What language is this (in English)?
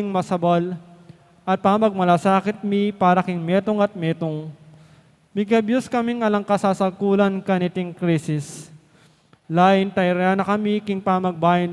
Pampanga